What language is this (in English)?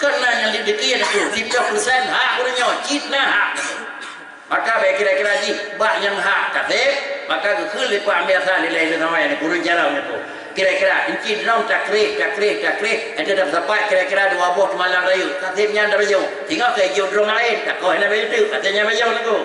Achinese